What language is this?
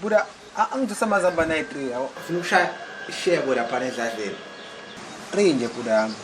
Zulu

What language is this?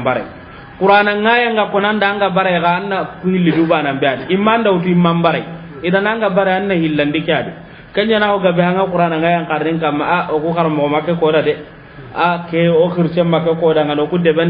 Soninke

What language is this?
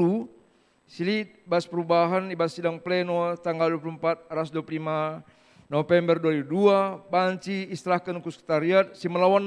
Batak Karo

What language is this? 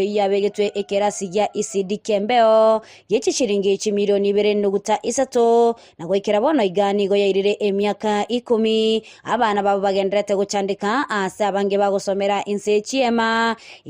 Gusii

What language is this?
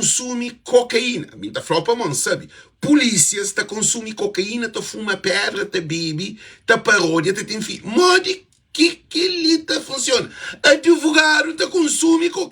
Kabuverdianu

